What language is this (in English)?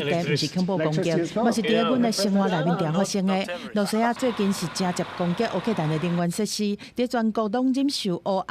Min Nan Chinese